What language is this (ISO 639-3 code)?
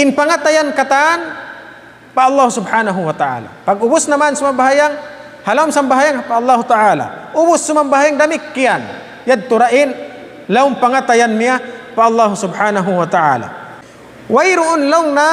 tsg